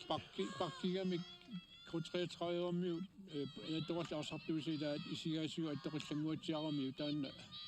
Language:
Kalaallisut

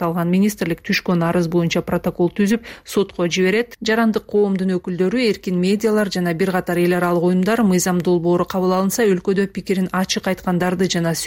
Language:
Kyrgyz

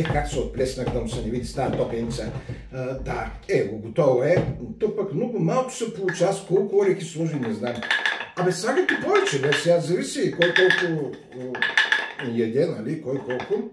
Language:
Bulgarian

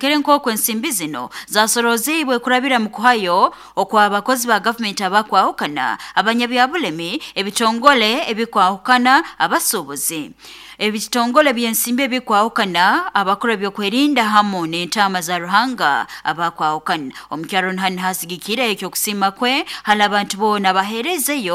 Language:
Nyoro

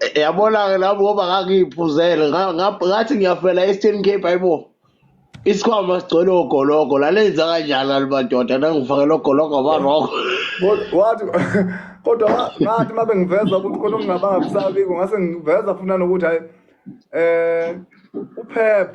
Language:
Zulu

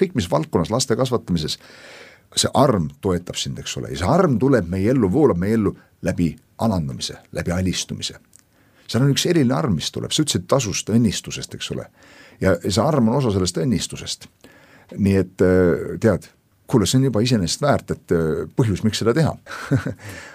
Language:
Estonian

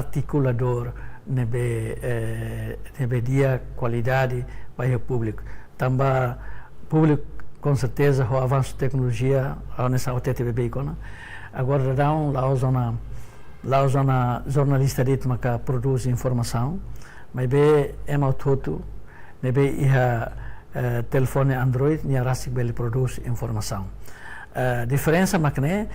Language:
Tetum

